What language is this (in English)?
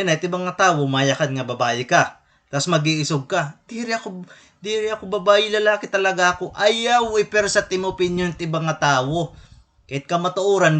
Waray